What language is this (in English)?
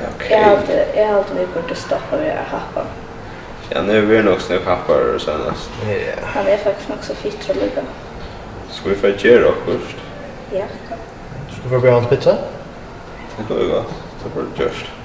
Faroese